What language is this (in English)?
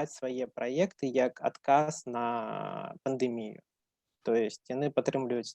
Belarusian